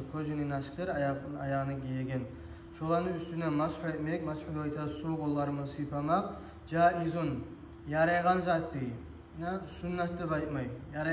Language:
Kumyk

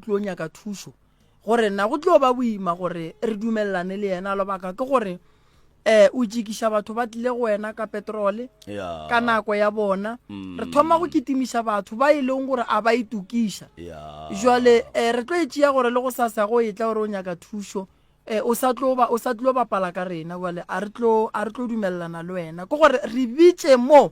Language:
Northern Sotho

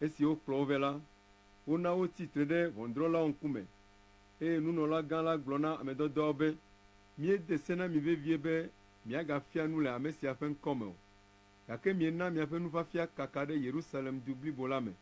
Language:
Ewe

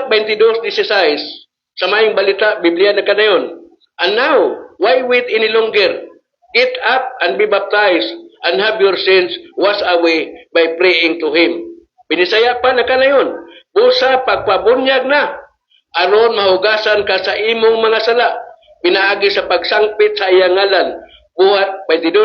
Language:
Cebuano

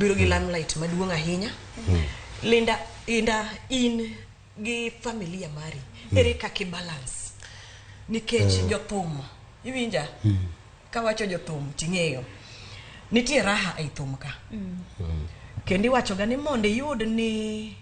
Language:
Luo (Kenya and Tanzania)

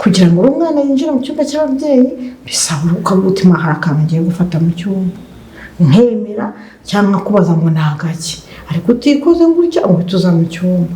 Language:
Kinyarwanda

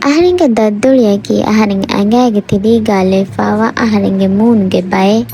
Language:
Divehi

